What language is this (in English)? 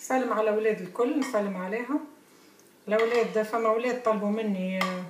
Tunisian Arabic